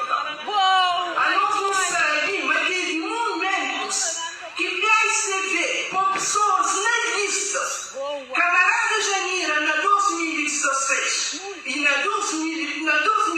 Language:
Kabuverdianu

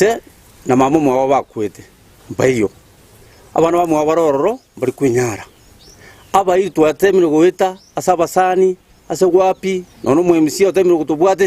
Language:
Gusii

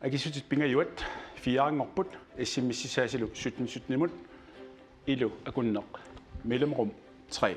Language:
Kalaallisut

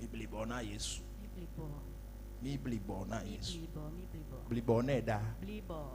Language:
Ewe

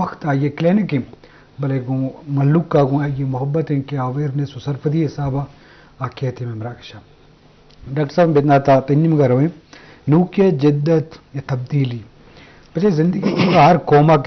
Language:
Eastern Balochi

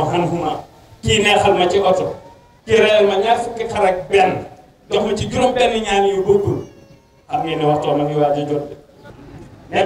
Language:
Wolof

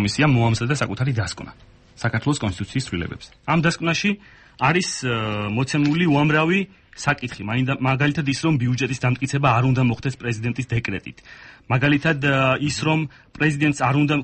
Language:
Georgian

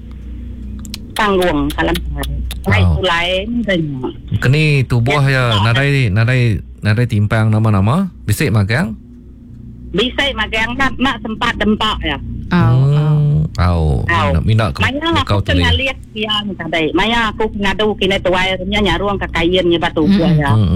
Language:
Iban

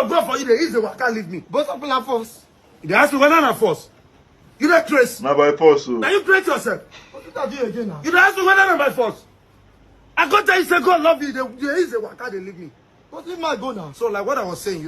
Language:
Nigerian Pidgin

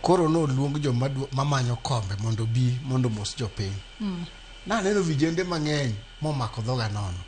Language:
Luo (Kenya and Tanzania)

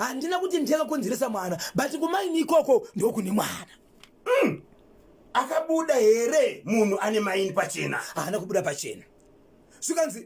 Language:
Shona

